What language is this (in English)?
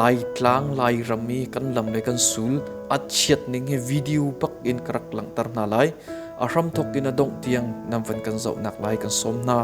Hakha Chin